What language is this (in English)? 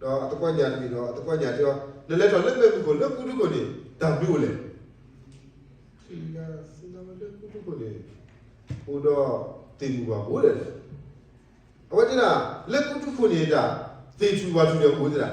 S'gaw Karen